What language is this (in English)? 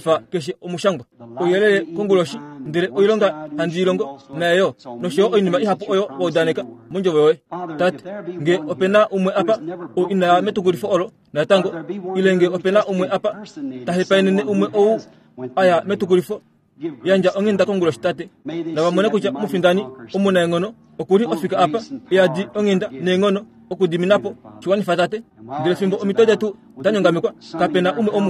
Kuanyama